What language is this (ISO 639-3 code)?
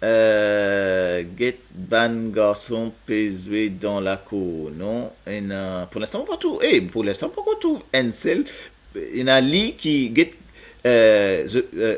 mfe